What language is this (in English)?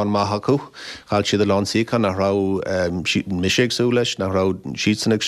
Irish